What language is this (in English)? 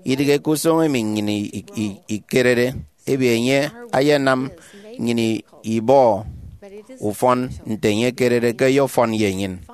Efik